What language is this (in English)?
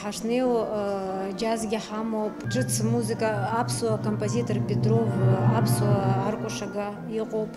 Abkhazian